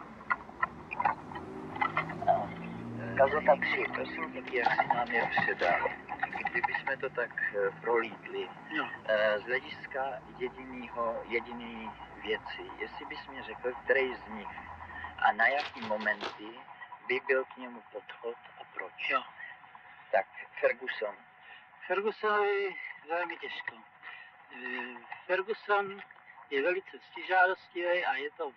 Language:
Czech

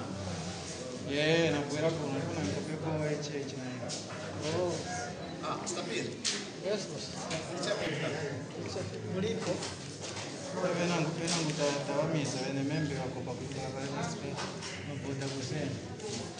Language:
Swahili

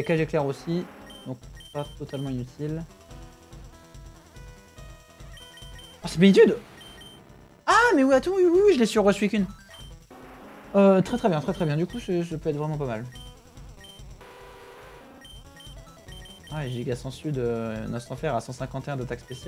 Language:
French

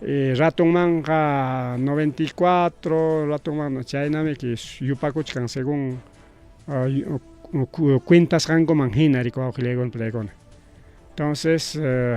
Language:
Ayacucho Quechua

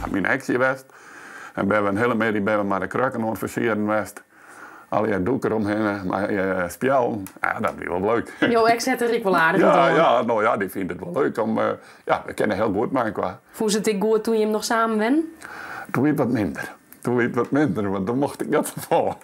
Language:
Western Frisian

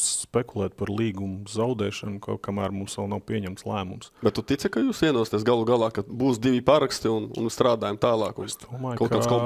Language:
Latvian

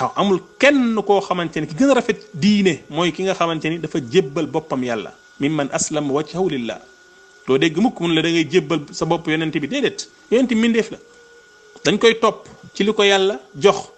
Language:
Wolof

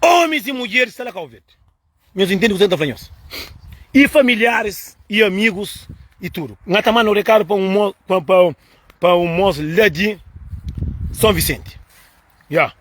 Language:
Kabuverdianu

